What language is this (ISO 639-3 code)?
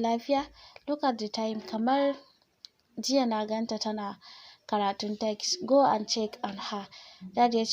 hau